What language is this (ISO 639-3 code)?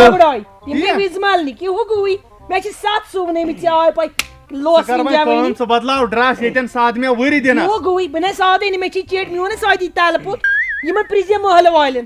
kas